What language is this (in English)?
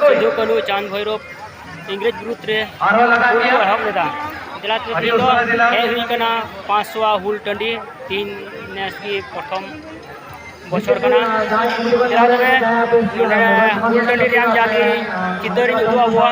Santali